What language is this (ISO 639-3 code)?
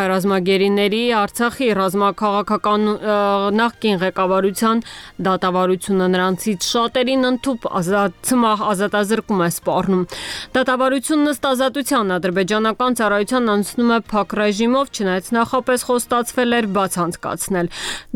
hye